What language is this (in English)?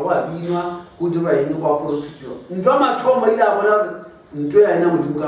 Northern Sotho